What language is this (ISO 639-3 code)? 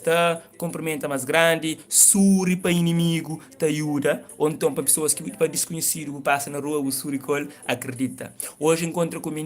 kea